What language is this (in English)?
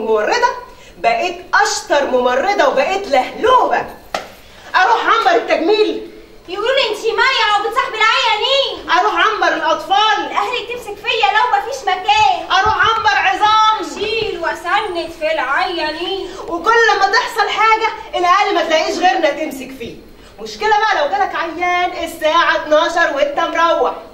Egyptian Arabic